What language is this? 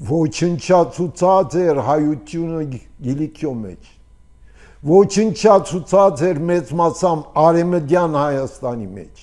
Armenian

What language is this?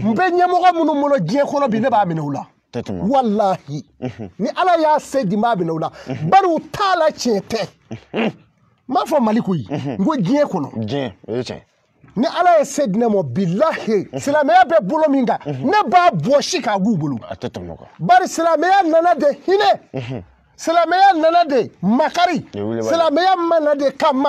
Bambara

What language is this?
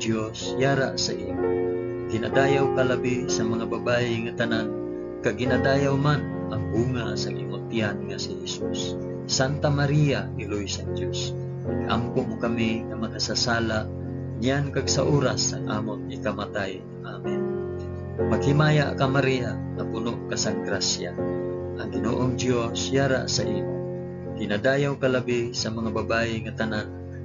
Hiligaynon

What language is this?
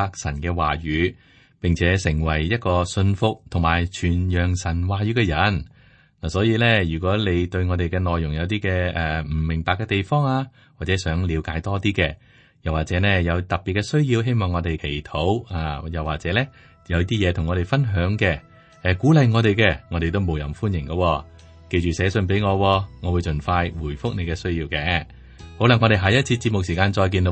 Cantonese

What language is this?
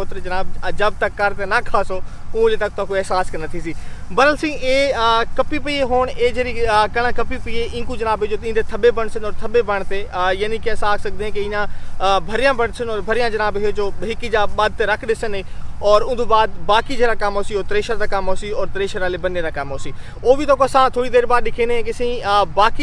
Saraiki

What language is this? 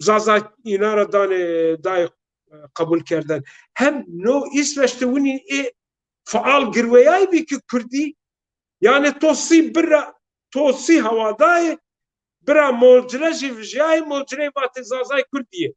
Zaza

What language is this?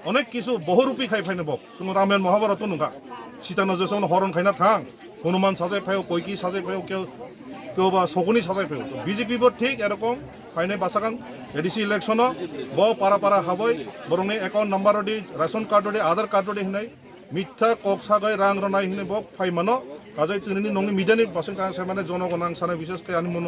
Kok Borok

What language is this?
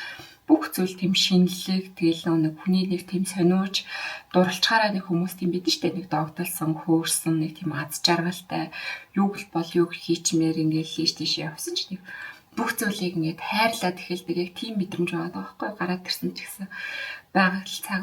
Mongolian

